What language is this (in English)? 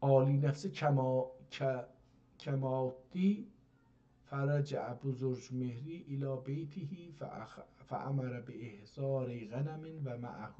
South Azerbaijani